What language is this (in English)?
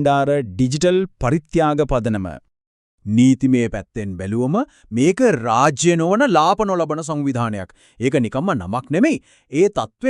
Sinhala